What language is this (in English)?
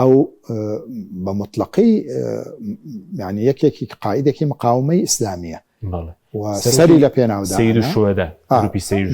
Central Kurdish